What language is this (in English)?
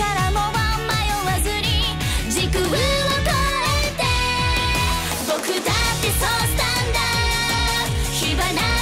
Japanese